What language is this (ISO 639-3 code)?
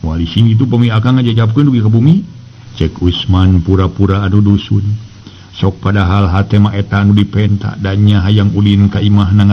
sun